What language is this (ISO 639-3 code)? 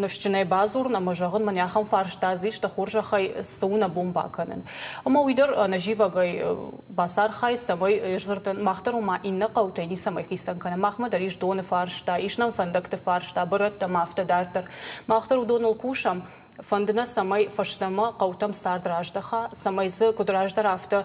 oss